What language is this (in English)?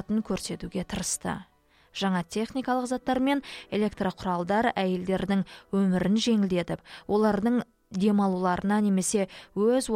Kazakh